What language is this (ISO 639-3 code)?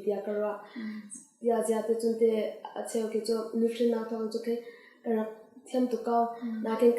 cnh